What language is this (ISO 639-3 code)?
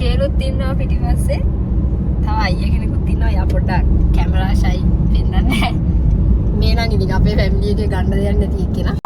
sin